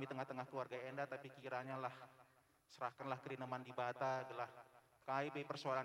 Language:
Batak Karo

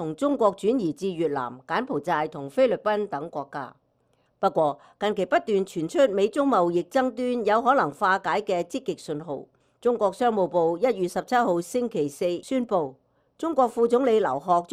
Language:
Cantonese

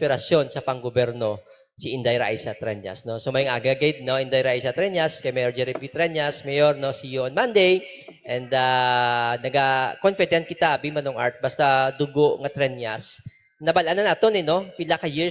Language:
Hiligaynon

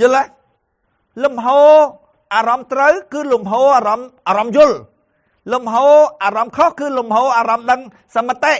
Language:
Khmer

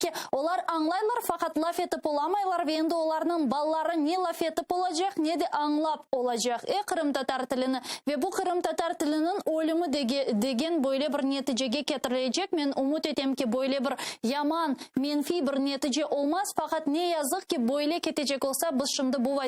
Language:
Crimean Tatar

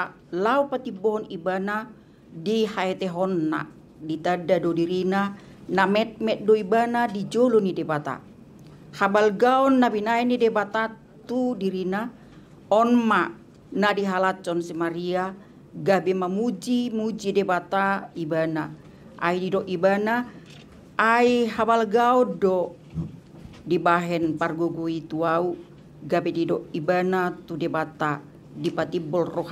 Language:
Batak Toba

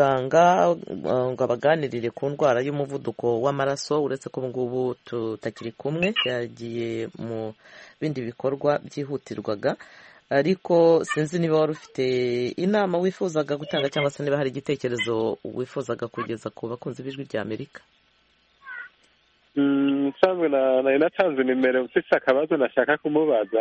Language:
Kinyarwanda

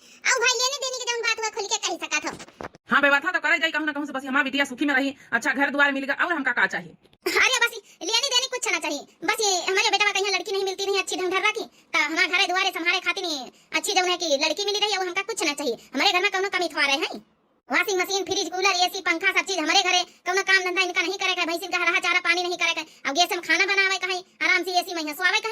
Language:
Awadhi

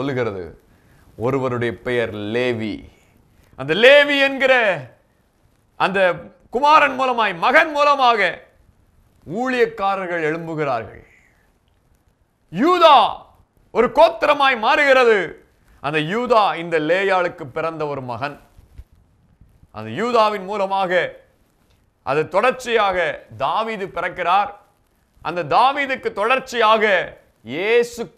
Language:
Tamil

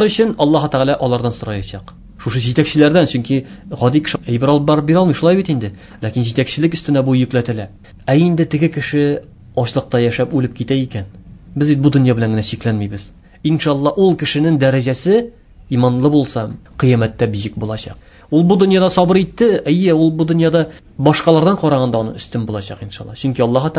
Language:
Tatar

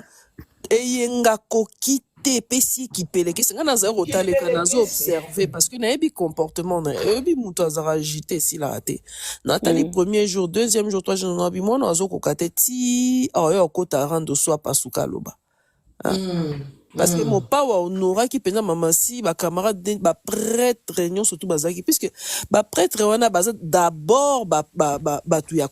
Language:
Lingala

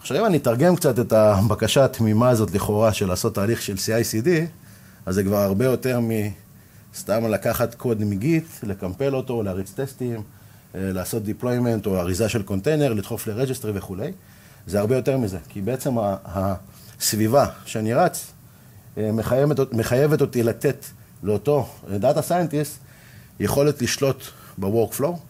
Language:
Hebrew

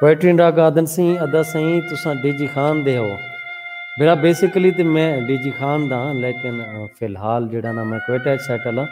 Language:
Saraiki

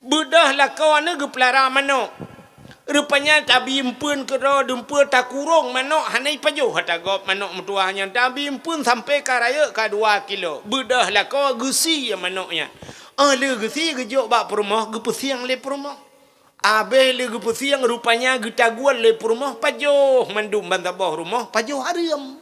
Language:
Achinese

